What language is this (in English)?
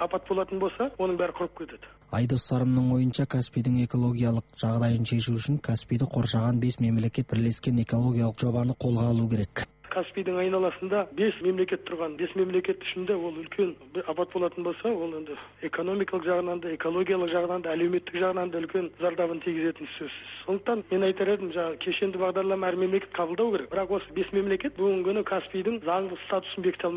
Kazakh